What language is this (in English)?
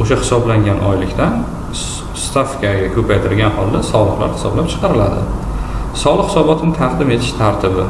Uzbek